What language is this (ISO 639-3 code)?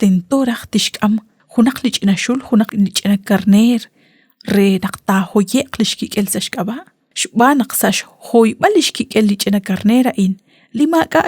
kek